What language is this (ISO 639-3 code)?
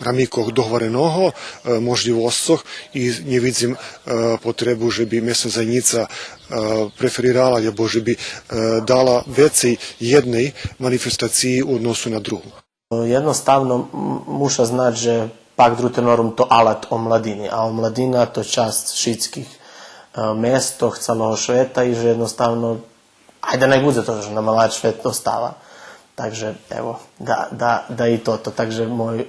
rue